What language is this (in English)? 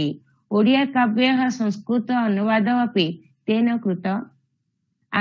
Sanskrit